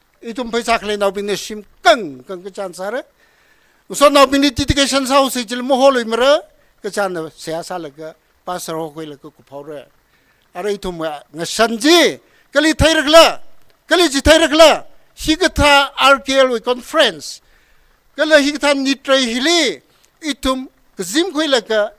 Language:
Tangkhul Naga (India)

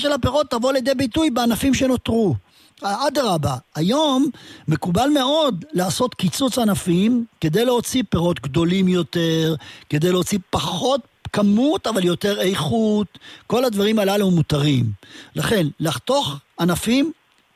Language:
Hebrew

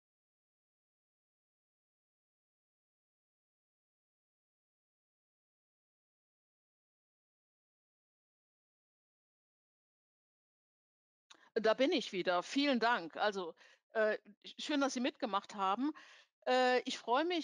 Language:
German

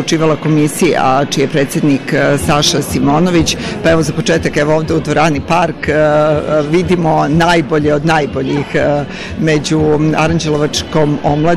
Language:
Serbian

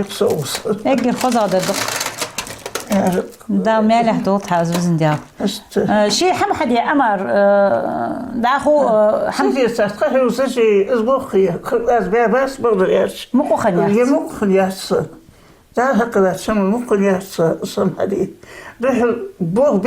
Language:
Ingush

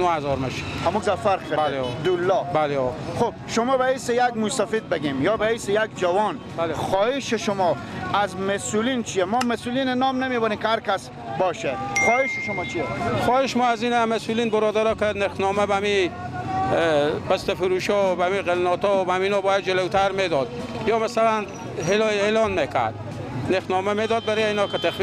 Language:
Persian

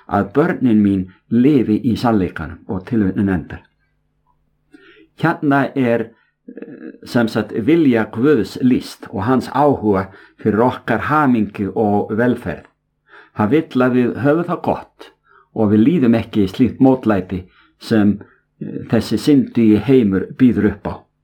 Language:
Icelandic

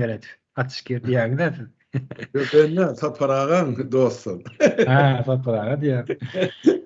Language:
Turkmen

